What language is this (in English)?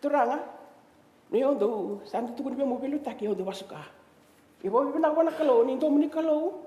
Fijian